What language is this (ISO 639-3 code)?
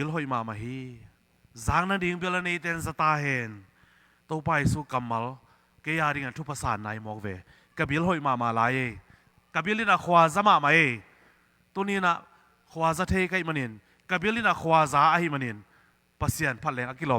ctd